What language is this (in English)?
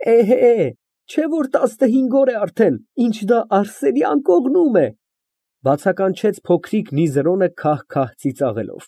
Armenian